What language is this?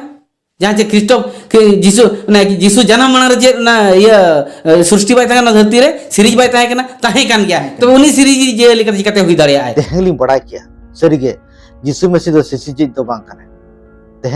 Santali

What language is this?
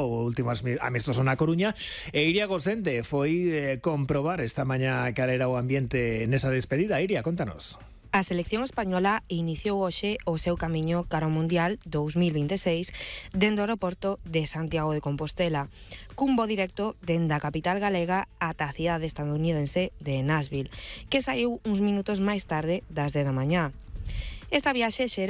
Galician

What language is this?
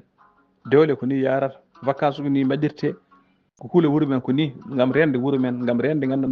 Fula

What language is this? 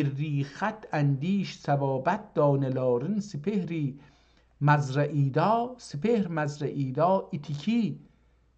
South Azerbaijani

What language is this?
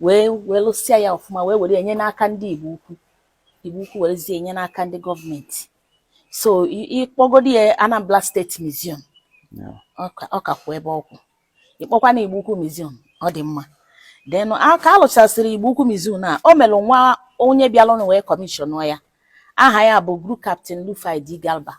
Igbo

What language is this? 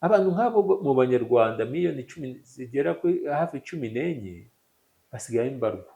Kinyarwanda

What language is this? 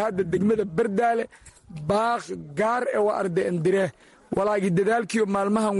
Somali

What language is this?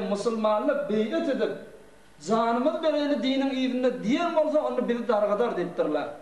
Turkmen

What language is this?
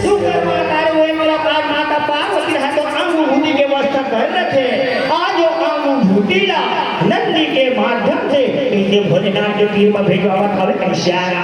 Chhattisgarhi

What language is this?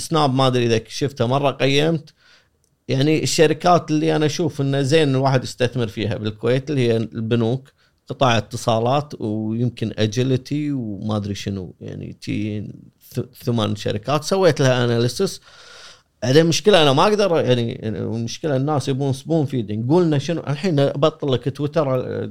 Gulf Arabic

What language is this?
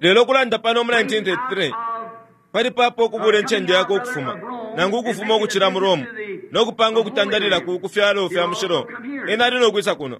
Bemba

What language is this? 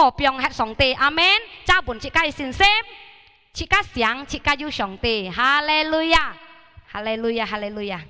Hakka Chinese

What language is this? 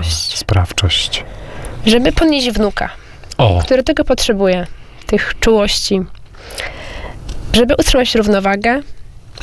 Polish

